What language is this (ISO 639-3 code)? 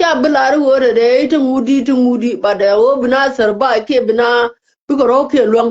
nus